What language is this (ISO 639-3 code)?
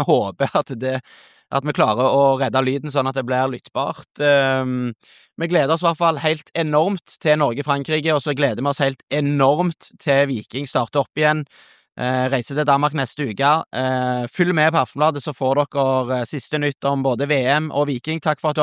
nor